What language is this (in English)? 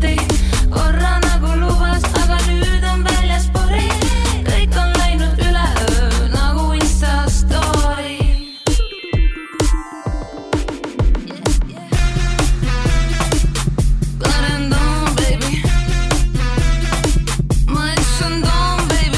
Estonian